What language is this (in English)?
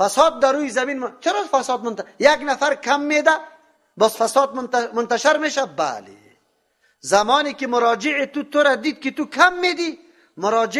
Persian